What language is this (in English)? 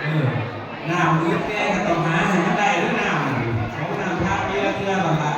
Northeastern Thai